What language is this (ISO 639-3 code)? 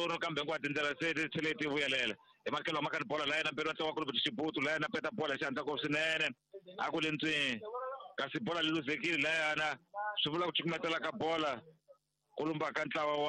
tso